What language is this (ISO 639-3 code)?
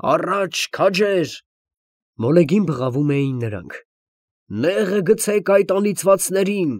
hye